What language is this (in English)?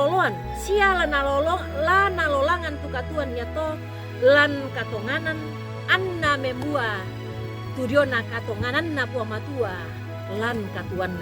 Toraja-Sa'dan